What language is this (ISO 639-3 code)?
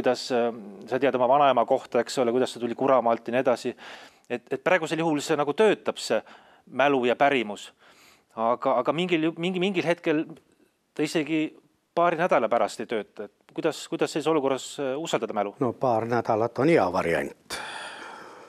est